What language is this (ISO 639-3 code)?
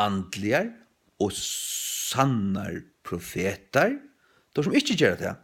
fao